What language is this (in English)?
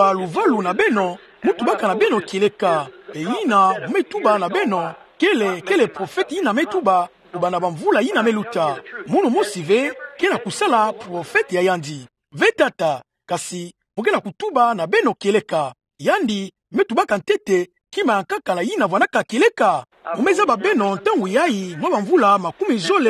Kituba (Democratic Republic of Congo)